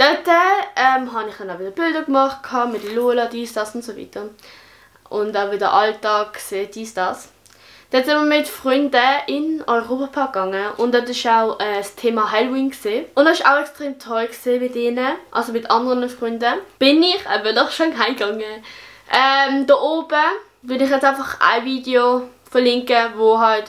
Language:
Swiss German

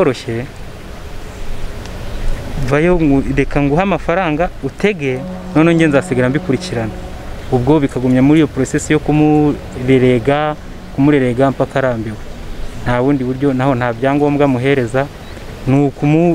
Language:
Kinyarwanda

